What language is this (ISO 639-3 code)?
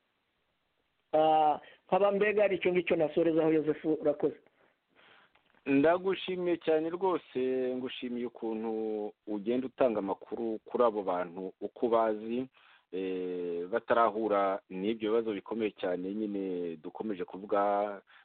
kin